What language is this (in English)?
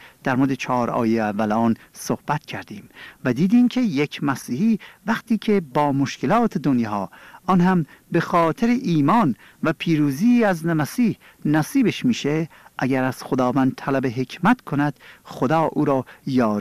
Persian